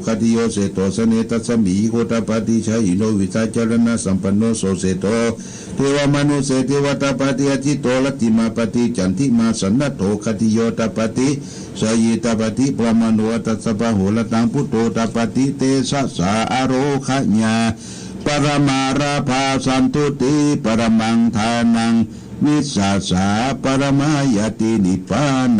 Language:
Pali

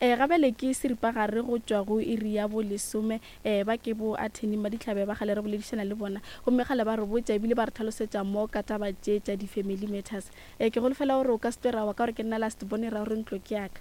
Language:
Northern Sotho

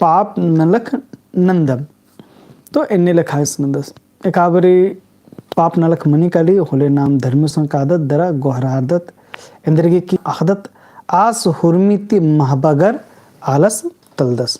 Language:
Kurukh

